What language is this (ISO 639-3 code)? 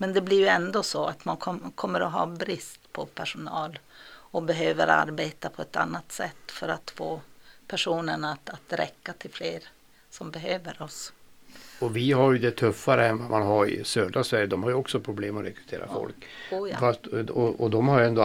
swe